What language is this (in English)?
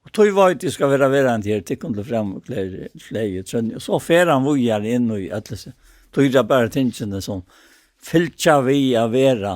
Faroese